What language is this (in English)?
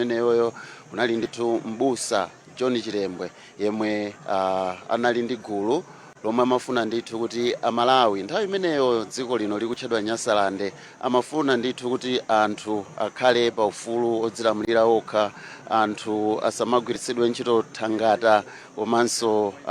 Nyanja